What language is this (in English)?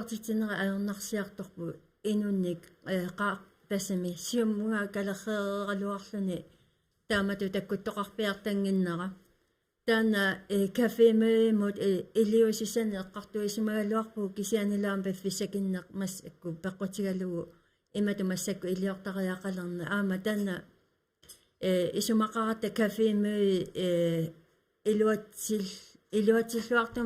Kalaallisut